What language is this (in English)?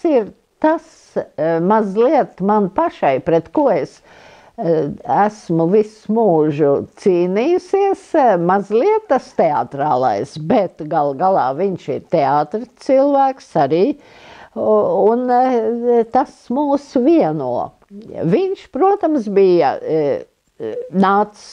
Latvian